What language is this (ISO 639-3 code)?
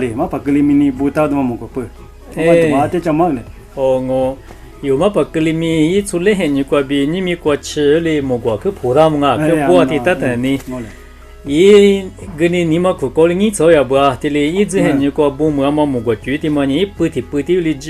lis